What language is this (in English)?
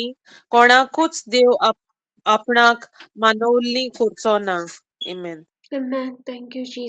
Konkani